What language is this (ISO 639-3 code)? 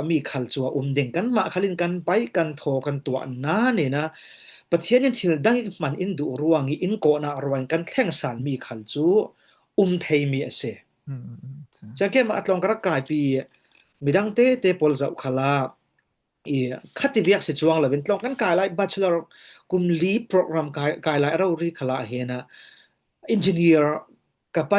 cfm